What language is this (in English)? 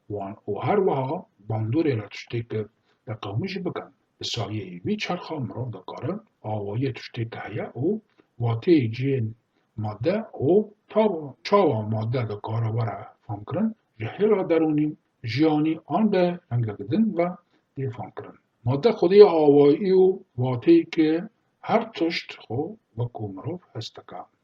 Kurdish